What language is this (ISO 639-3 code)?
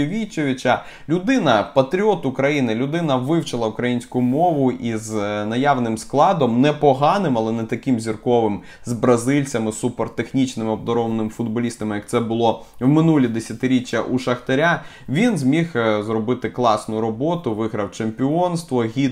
ukr